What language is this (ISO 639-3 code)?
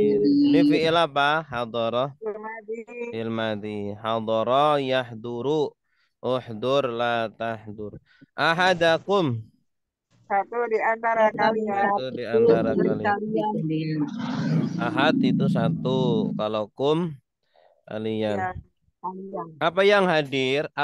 ind